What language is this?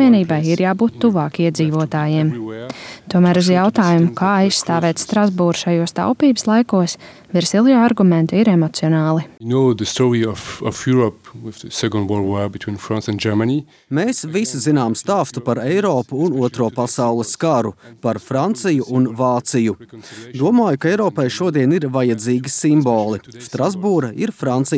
Latvian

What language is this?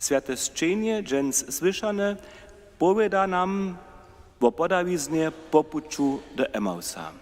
Upper Sorbian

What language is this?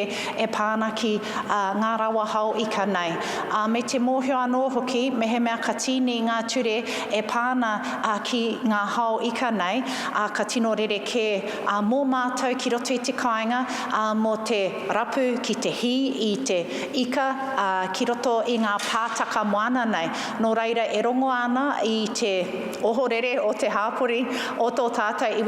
Māori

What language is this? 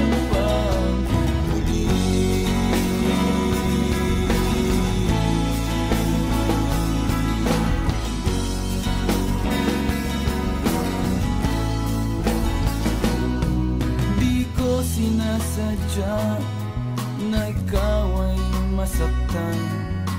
Filipino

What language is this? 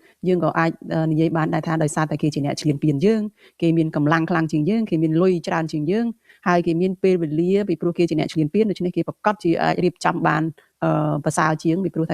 Khmer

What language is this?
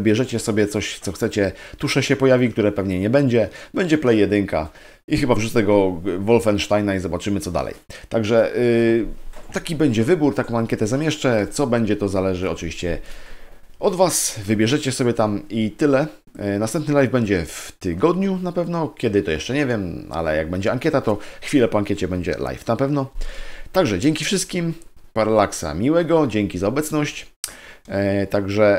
Polish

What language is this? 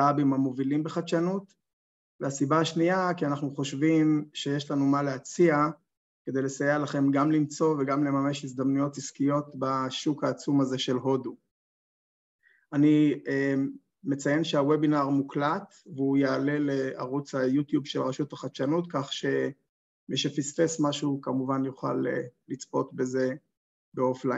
Hebrew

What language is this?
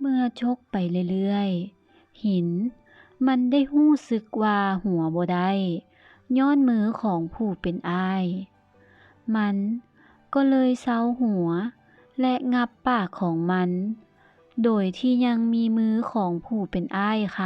Lao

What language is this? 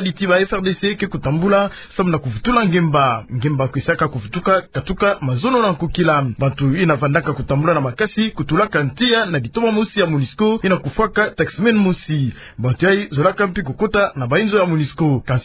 Kituba (Democratic Republic of Congo)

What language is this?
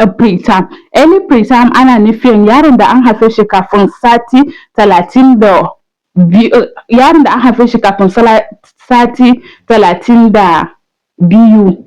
Hausa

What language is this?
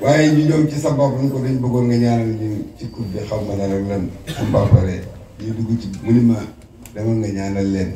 Wolof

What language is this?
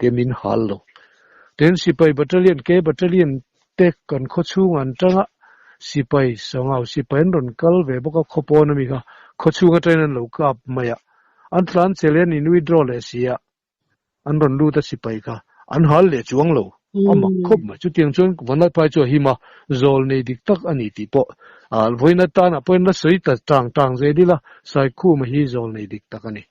Mizo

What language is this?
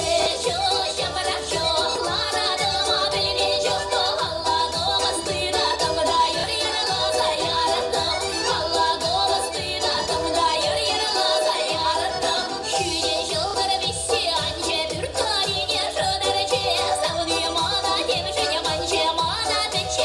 Chuvash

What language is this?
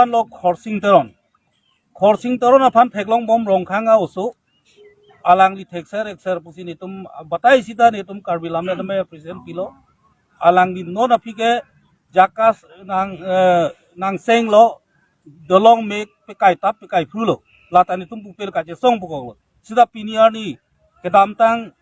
Karbi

